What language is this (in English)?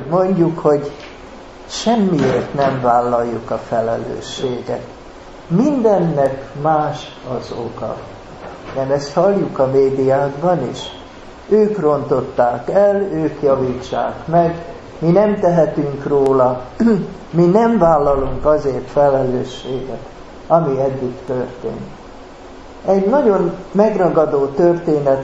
Hungarian